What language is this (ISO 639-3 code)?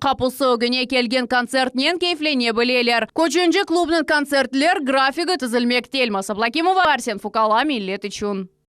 crh